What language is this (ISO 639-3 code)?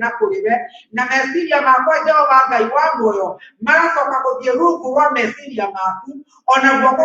kik